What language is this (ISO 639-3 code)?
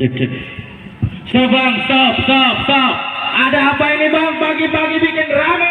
bew